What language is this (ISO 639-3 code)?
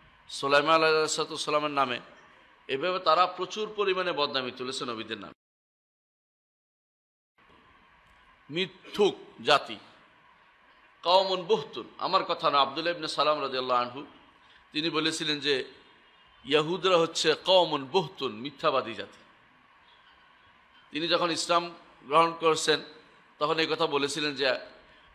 ben